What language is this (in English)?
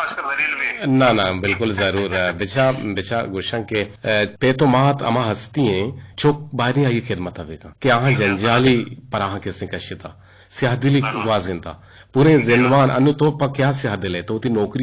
Eastern Balochi